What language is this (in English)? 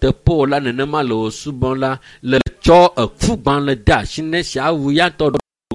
Ewe